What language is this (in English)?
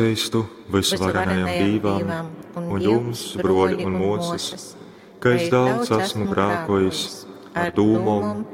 Latgalian